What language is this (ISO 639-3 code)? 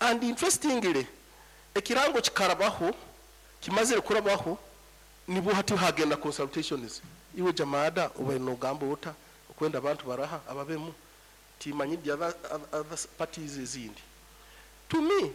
nyn